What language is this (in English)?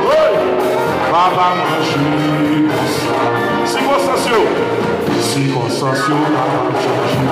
Haitian Creole